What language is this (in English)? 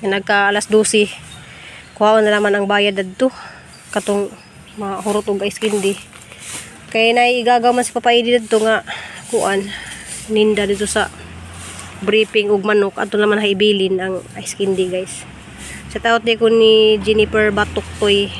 Cebuano